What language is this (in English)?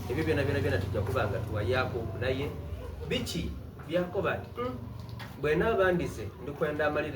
Soga